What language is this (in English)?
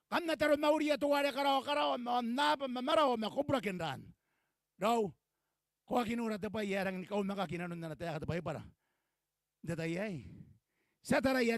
Gilbertese